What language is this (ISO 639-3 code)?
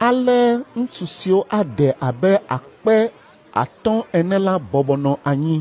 ewe